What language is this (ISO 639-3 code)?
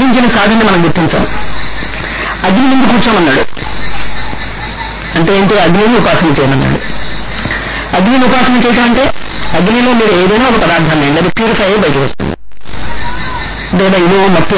tel